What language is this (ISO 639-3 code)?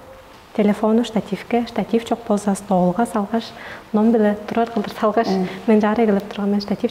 tyv